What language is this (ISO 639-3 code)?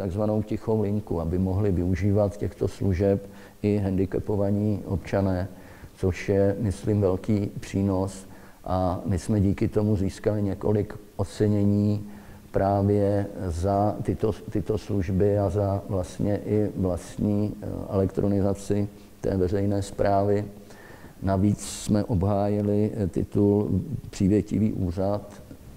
ces